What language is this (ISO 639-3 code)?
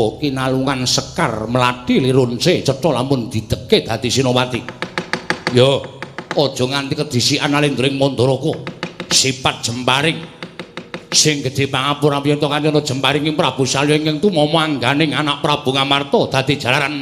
jav